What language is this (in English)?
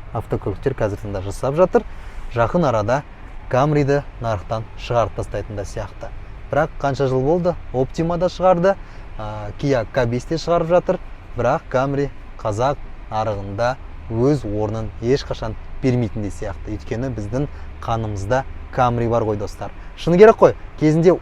Kazakh